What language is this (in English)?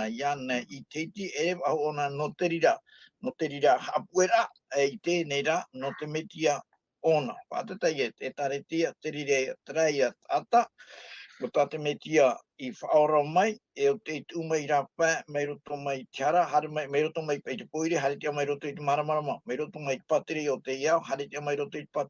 Tahitian